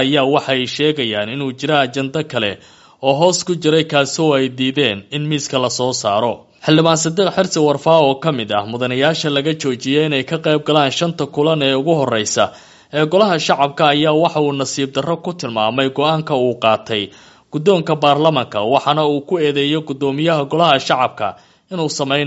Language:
Somali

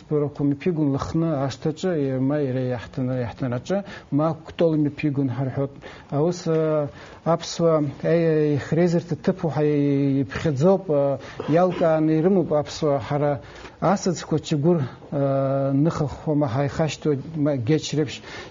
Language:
Abkhazian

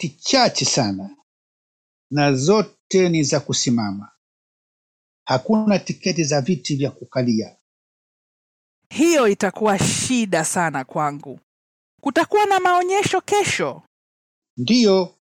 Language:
Swahili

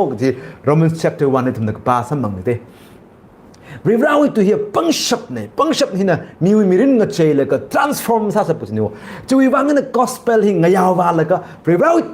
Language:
Tangkhul Naga (India)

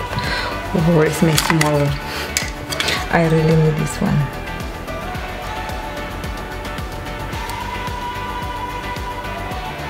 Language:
Filipino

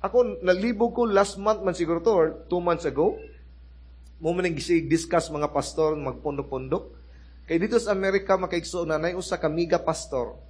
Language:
Cebuano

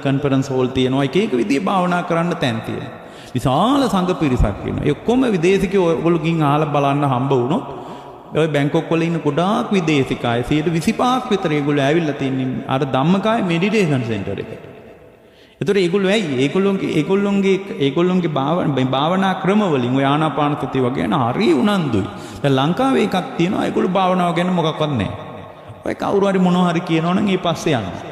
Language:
Sinhala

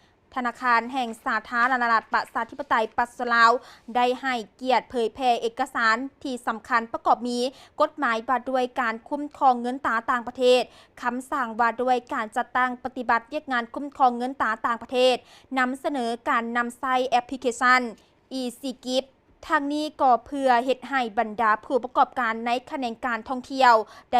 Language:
Lao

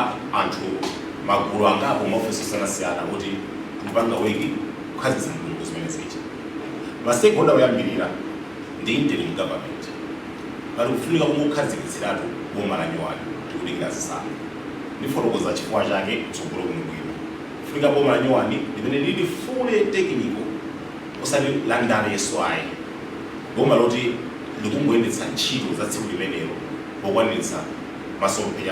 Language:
Nyanja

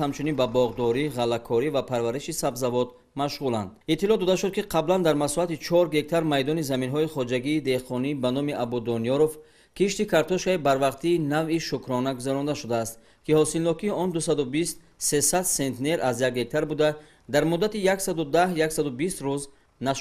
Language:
Tajik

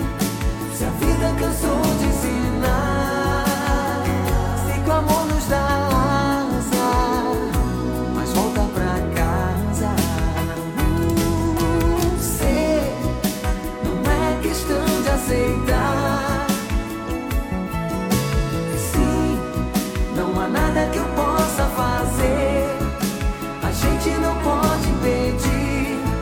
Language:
Portuguese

